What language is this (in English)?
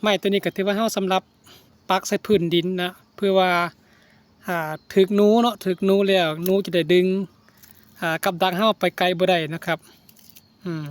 Northeastern Thai